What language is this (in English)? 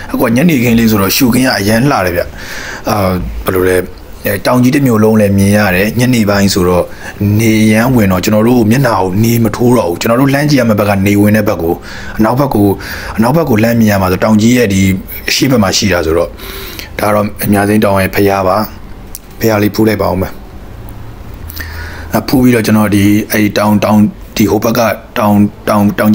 Burmese